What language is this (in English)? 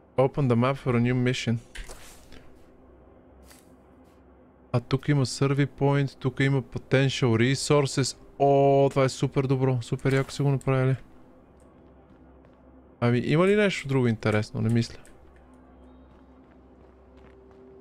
Bulgarian